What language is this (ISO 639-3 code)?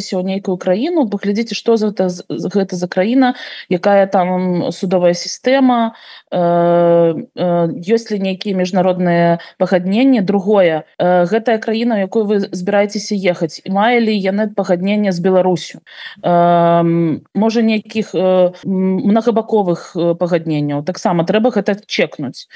bel